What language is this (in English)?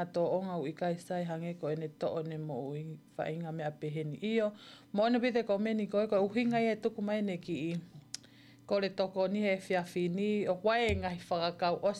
Tongan